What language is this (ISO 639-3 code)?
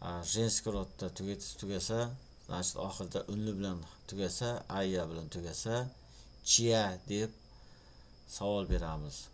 uzb